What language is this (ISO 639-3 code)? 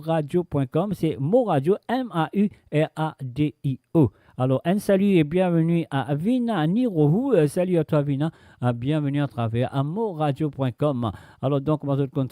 mfe